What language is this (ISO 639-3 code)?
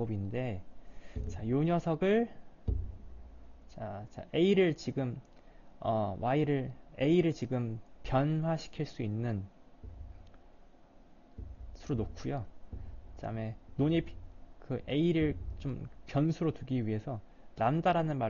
kor